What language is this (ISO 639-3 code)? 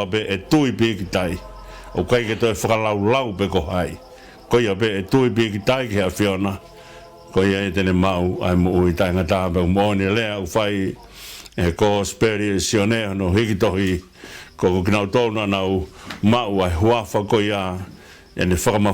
ton